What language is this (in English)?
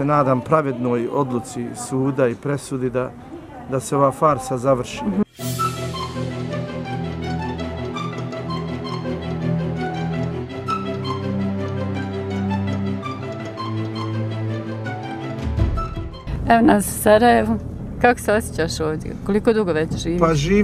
Bosnian